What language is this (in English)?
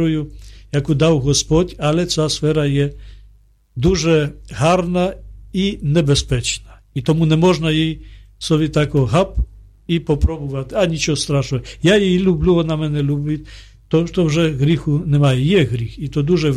Ukrainian